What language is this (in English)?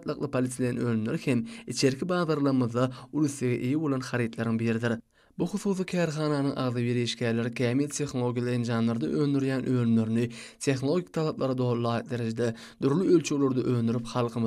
Turkmen